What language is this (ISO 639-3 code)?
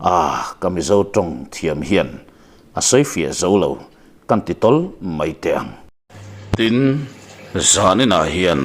lus